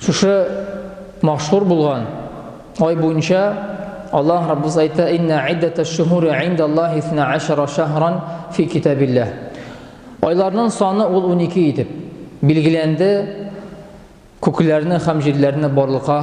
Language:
Tatar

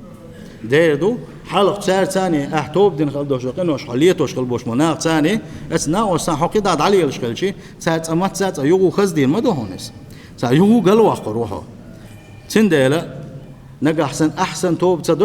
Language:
Chechen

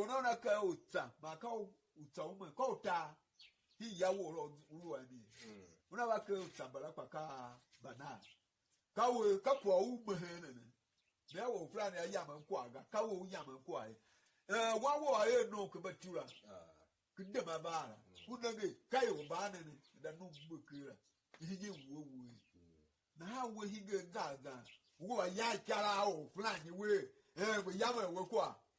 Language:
Tiv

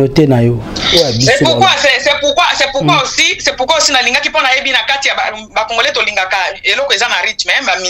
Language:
Lingala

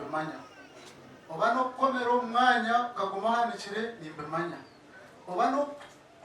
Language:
Nyankole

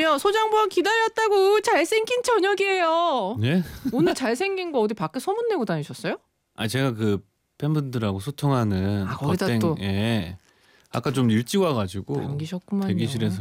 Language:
Korean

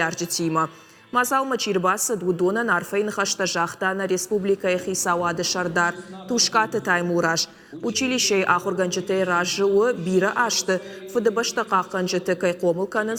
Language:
Ossetic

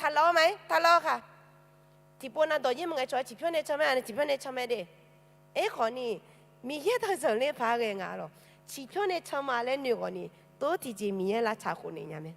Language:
Akha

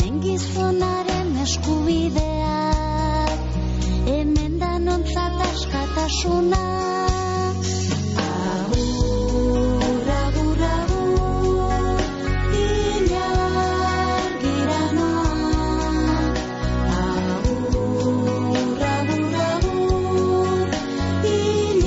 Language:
Basque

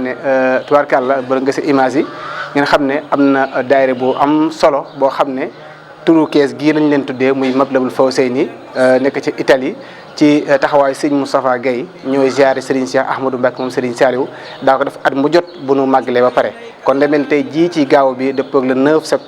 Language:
Wolof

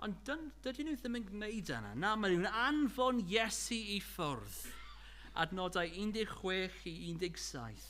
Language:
Welsh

